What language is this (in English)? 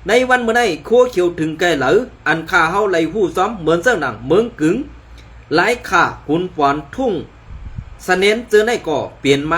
Shan